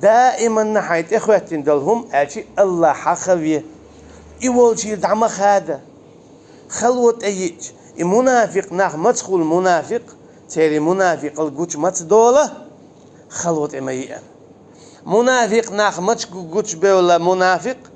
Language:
Chechen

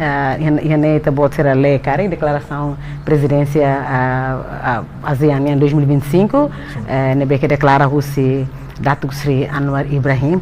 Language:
Tetum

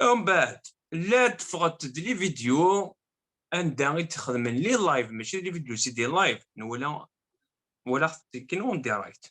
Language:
Kabyle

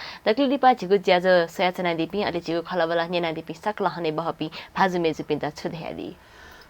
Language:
Newari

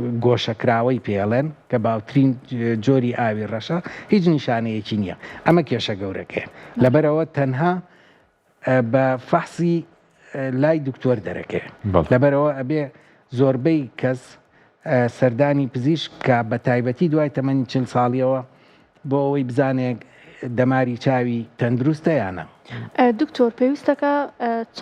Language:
Central Kurdish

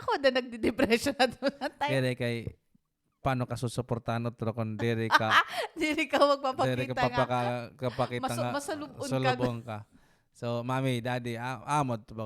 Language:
Waray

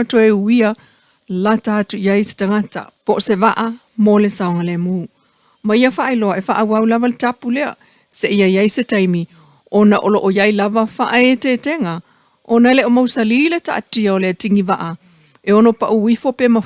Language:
Samoan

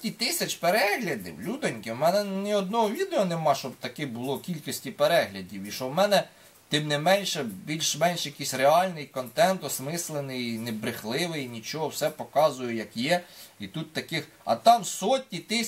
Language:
Ukrainian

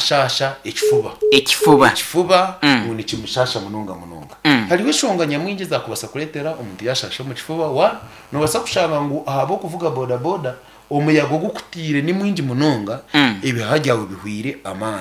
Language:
Nyankole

